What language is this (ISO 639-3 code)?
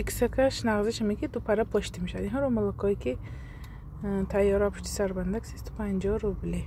tgk